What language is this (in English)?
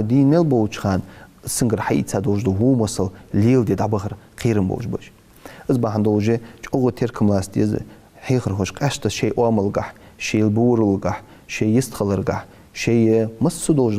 Ingush